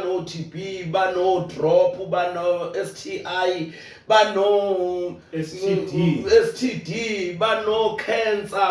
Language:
Zulu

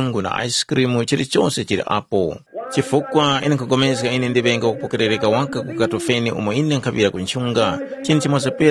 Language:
Tumbuka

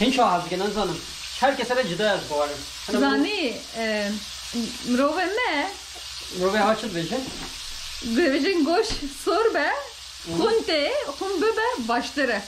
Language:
Kurdish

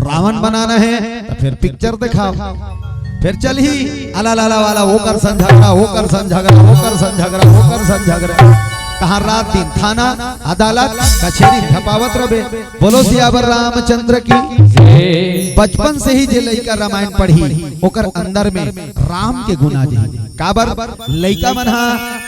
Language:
Chhattisgarhi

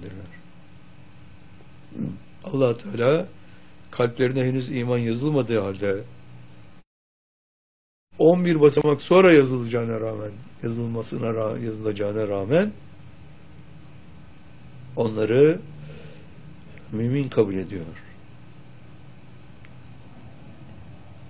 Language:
Turkish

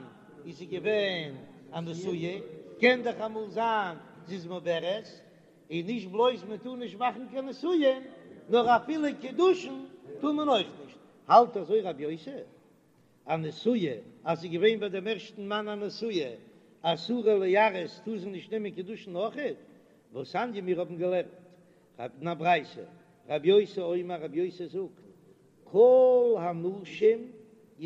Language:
Yiddish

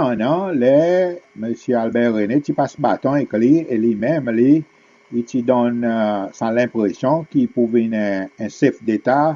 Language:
Seselwa Creole French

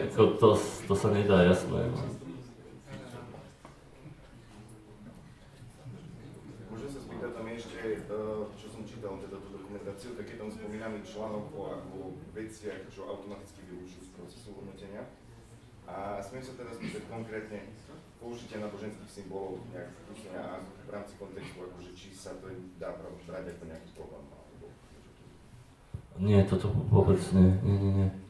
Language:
Slovak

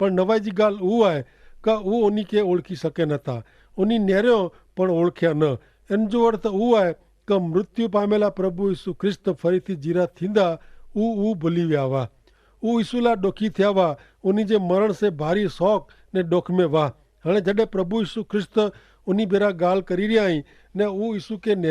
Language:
Kachhi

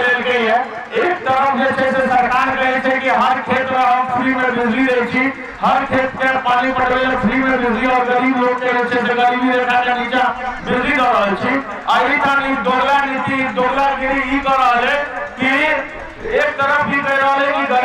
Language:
Maithili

